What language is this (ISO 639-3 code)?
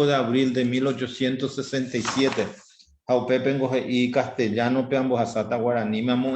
grn